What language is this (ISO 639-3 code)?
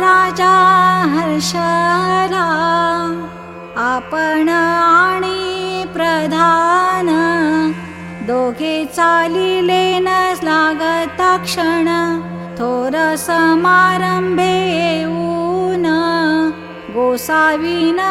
mar